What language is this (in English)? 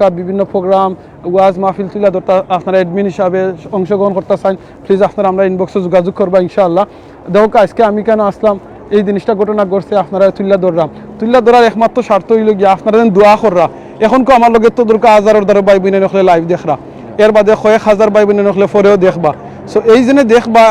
Sylheti